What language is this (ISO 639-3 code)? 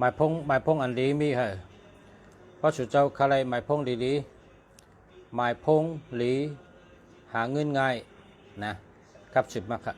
shn